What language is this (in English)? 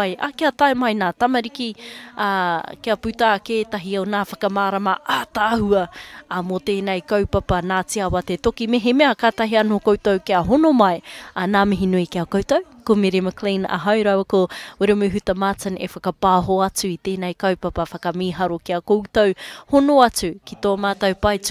Māori